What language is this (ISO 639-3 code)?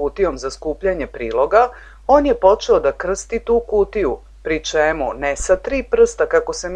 srp